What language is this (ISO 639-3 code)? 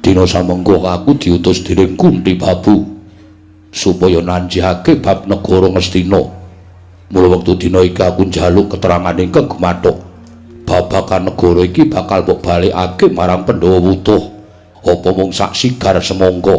jav